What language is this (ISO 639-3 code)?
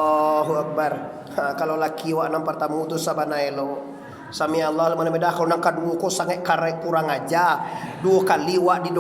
min